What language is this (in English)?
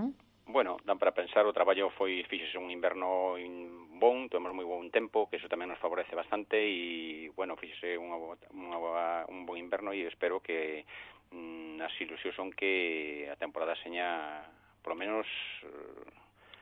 Galician